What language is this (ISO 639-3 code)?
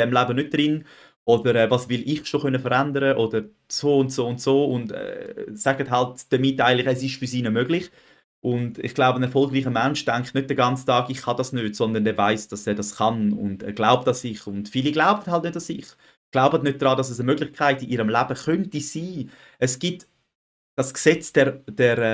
gsw